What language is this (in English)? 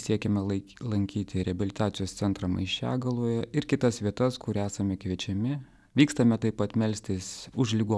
Lithuanian